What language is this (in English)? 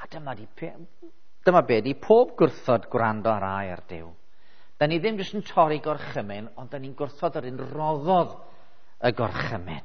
Welsh